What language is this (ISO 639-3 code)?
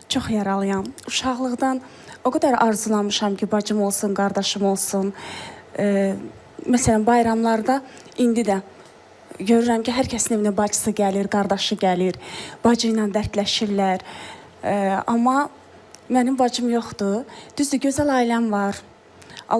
aze